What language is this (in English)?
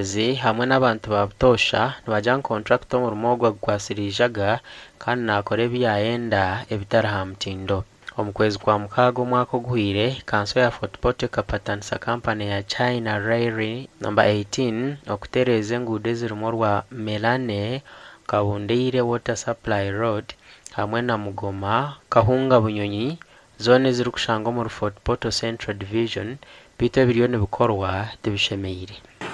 Nyankole